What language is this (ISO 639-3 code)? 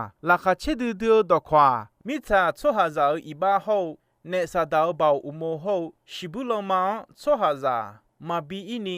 ahk